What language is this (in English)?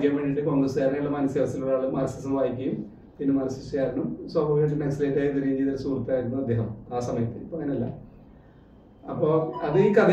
Malayalam